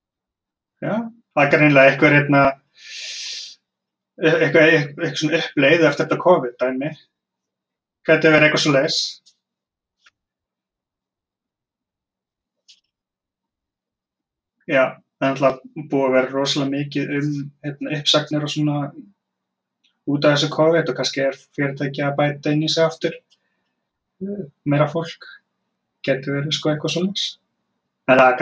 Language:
Icelandic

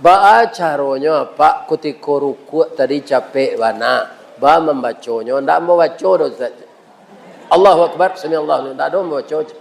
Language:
Minangkabau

